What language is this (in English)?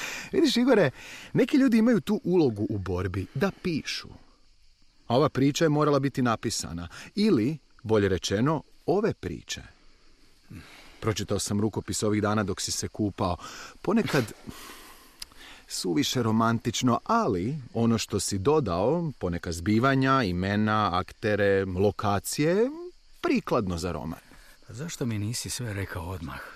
Croatian